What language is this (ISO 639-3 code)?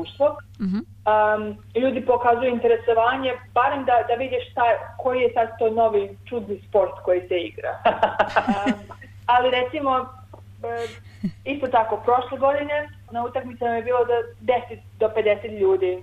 srp